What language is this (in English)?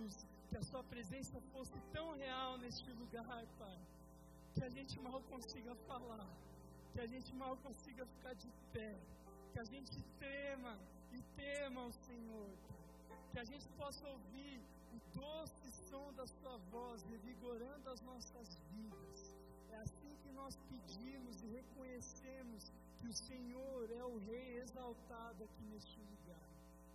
Portuguese